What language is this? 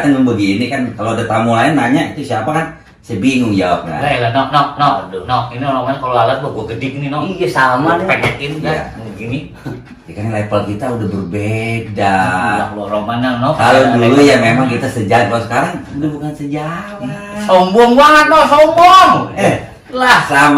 Betawi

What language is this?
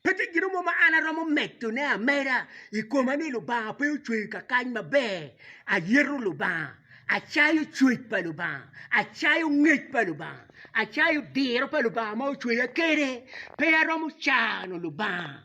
Acoli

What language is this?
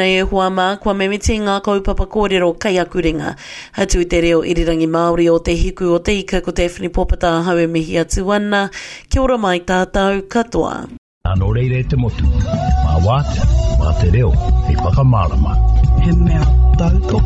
Māori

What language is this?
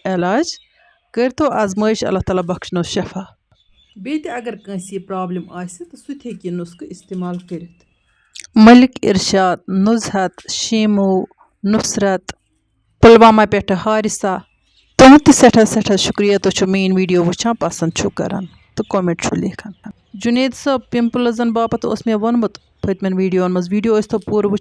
Kashmiri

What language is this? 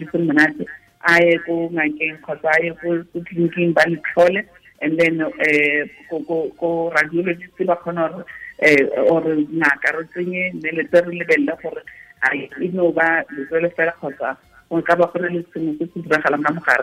Tswana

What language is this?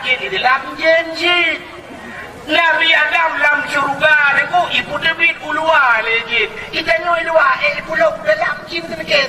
Achinese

